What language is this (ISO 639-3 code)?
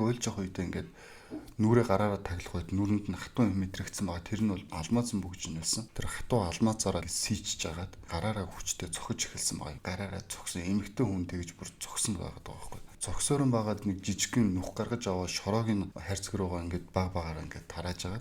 mon